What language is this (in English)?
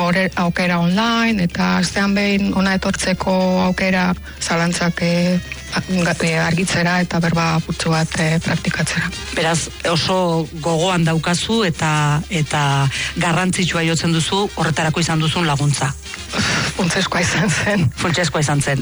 Basque